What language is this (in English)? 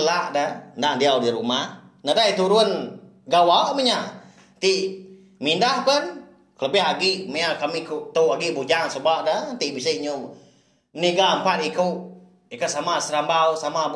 Iban